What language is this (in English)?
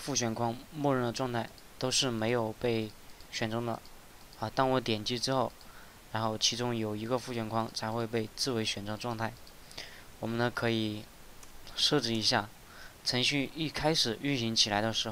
Chinese